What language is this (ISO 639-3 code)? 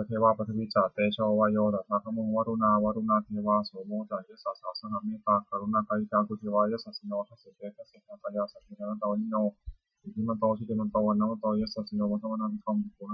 pli